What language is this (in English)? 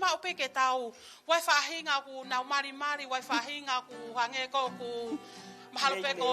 Tongan